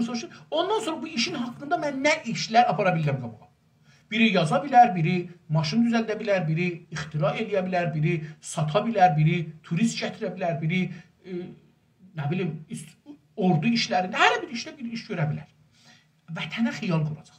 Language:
South Azerbaijani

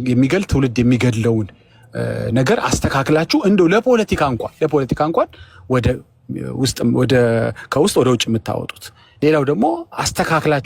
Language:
Amharic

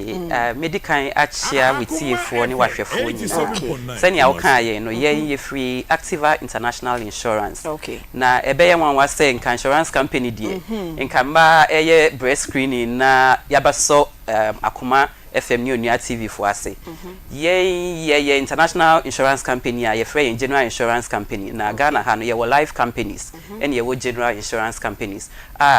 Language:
Akan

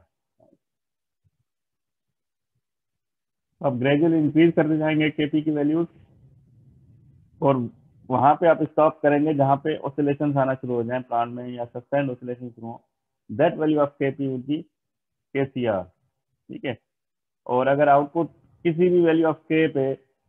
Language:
Hindi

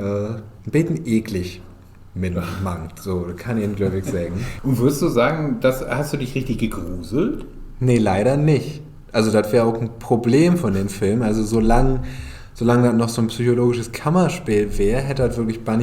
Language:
Low German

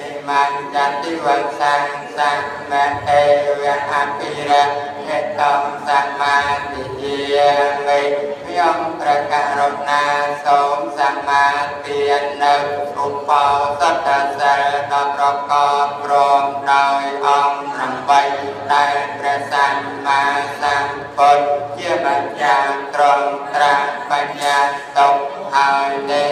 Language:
Khmer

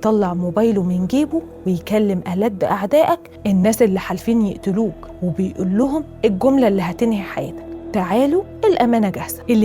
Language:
Egyptian Arabic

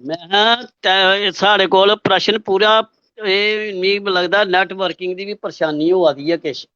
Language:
Dogri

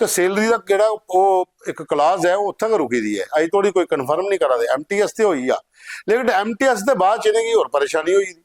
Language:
Dogri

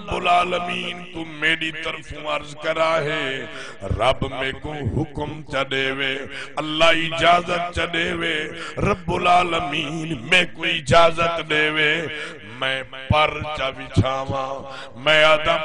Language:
Saraiki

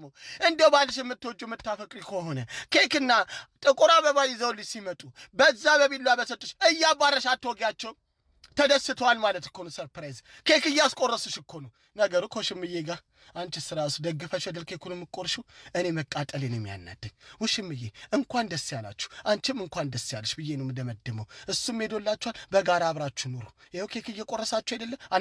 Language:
Amharic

